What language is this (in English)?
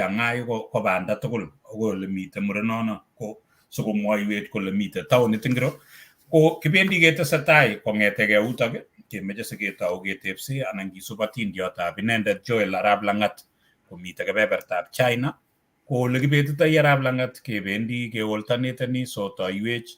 Kalenjin